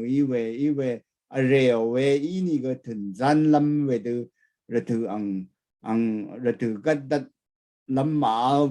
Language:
Rawang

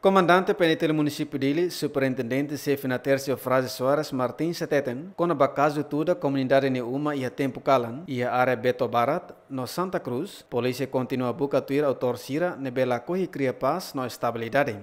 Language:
Tetum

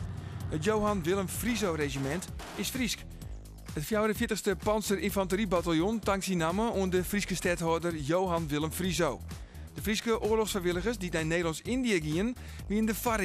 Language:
Western Frisian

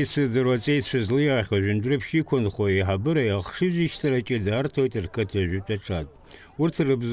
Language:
Abkhazian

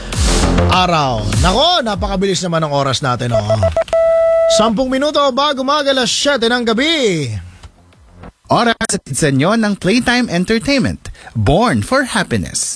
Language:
Filipino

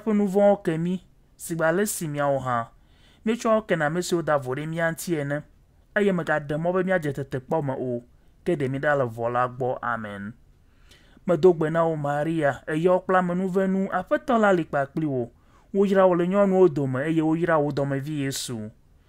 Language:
Ewe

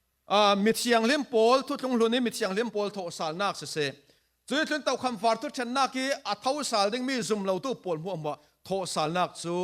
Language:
Falam Chin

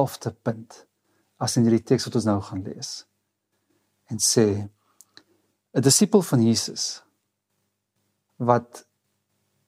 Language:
Afrikaans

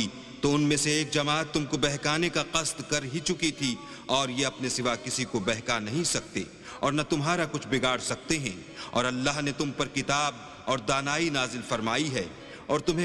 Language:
Urdu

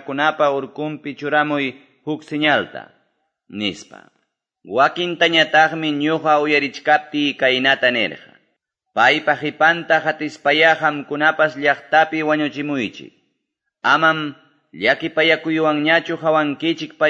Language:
Quechua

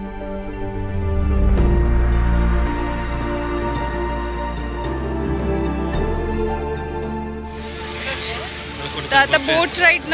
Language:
Marathi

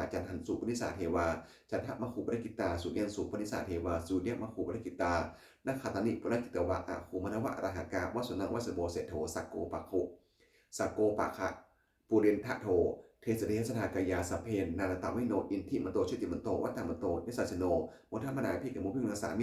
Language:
Pali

